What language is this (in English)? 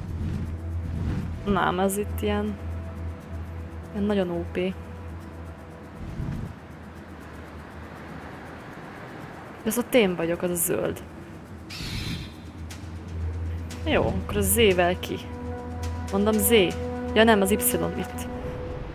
Hungarian